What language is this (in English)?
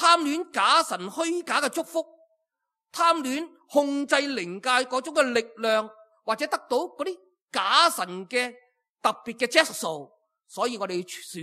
Cantonese